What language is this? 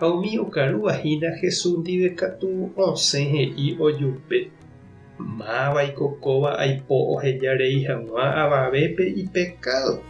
Guarani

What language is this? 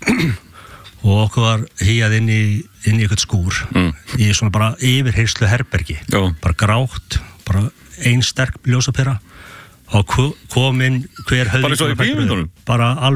Icelandic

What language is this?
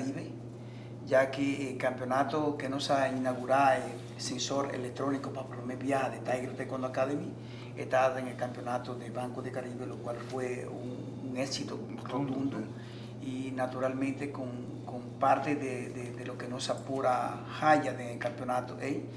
Papiamento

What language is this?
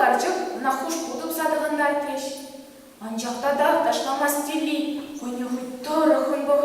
Chuvash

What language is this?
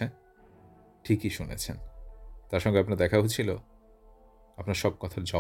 Bangla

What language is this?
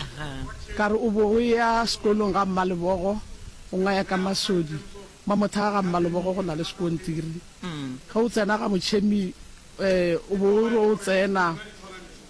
Northern Sotho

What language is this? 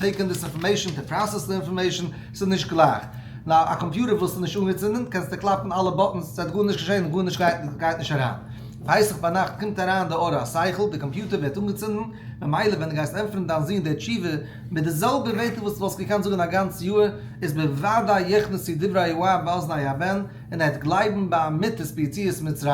Yiddish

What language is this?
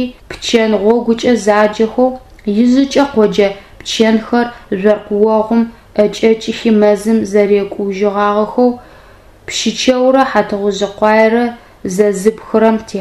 Adyghe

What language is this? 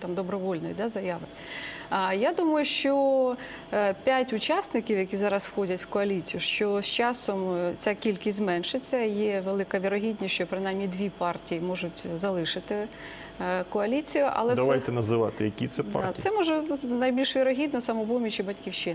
Ukrainian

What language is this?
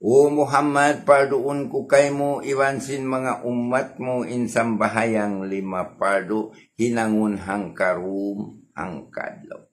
Tausug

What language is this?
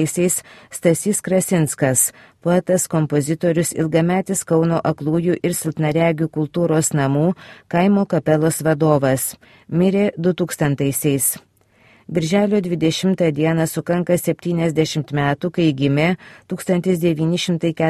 Lithuanian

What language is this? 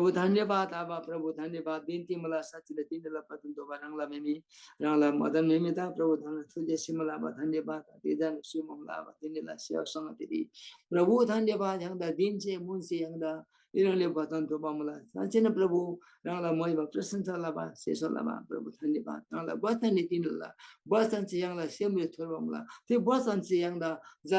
Eastern Tamang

